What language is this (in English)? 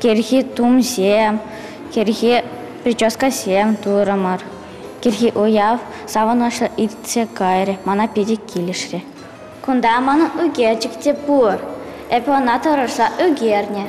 Chuvash